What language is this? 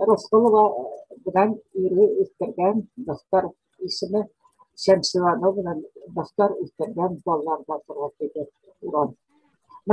Bashkir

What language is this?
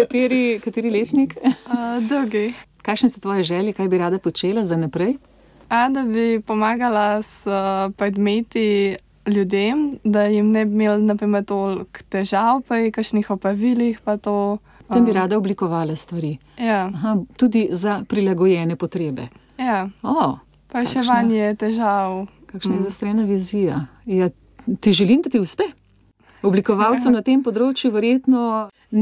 Slovenian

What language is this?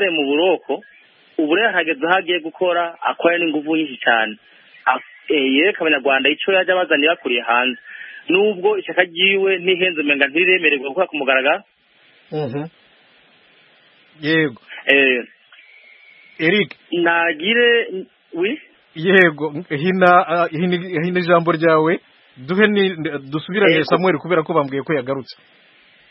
Kinyarwanda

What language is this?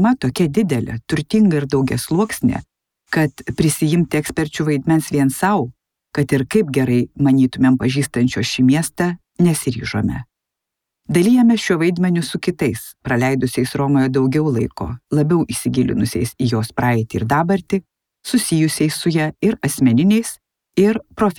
Lithuanian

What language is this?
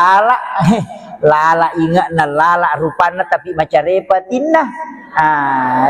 Buginese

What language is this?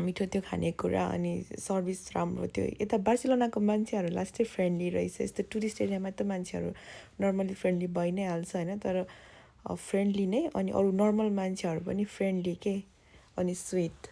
Nepali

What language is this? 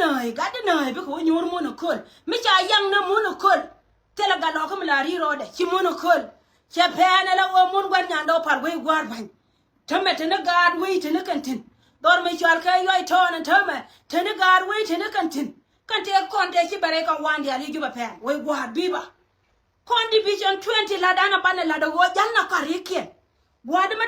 Nuer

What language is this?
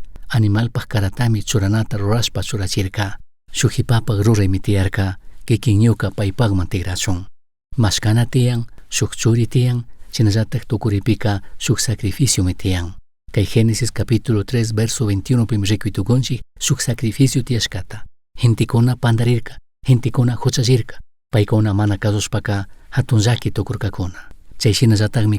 Chimborazo Highland Quichua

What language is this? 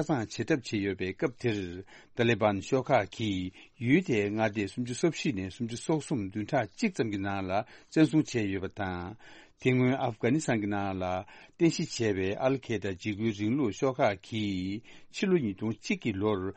Tibetan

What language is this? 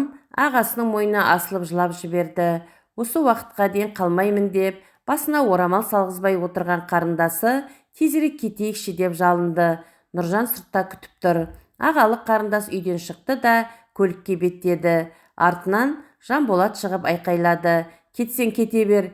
Kazakh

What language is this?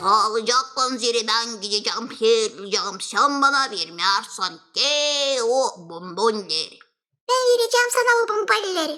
Gagauz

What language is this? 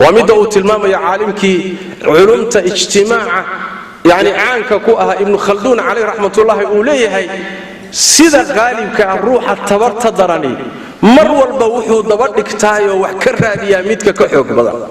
Somali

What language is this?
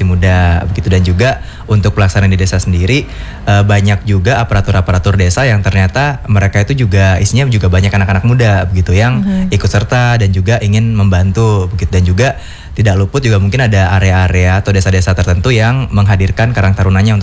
Indonesian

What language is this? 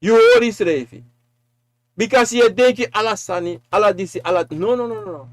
Sranan Tongo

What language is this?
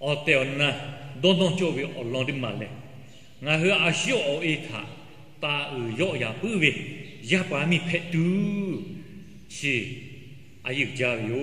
Lahu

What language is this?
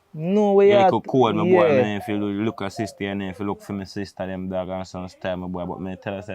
Jamaican Creole English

